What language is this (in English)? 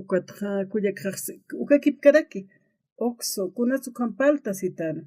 Aymara